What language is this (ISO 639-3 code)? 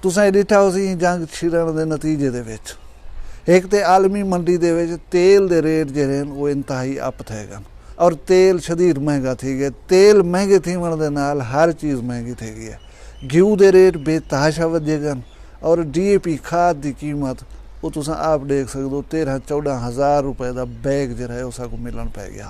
skr